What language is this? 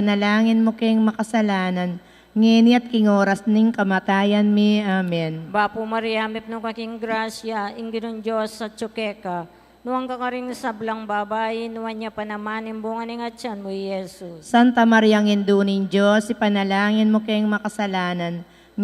Pampanga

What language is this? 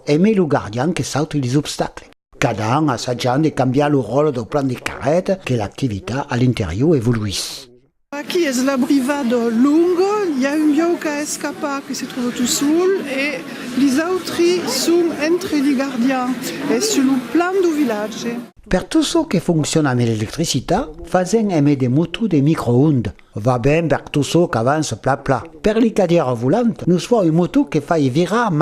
Occitan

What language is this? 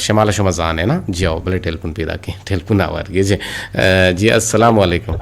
Eastern Balochi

